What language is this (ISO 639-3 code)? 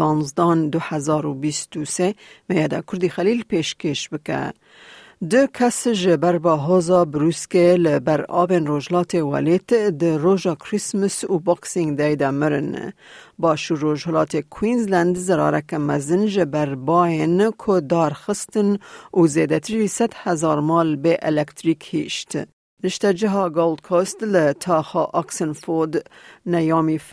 kur